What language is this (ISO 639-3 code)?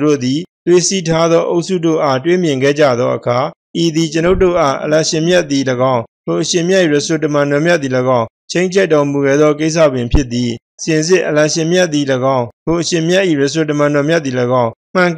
mya